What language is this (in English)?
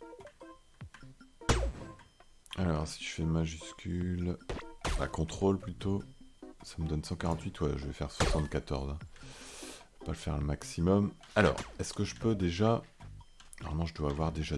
French